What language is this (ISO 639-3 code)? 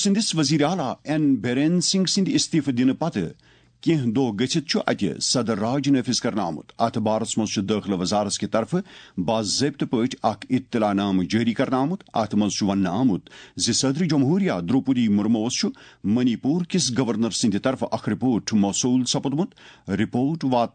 kas